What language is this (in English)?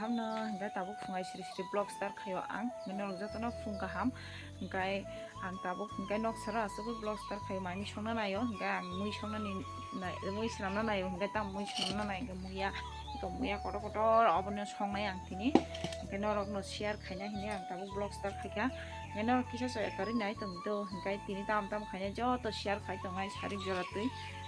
Kok Borok